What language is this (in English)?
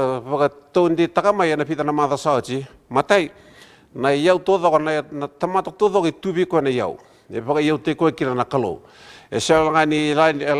Fijian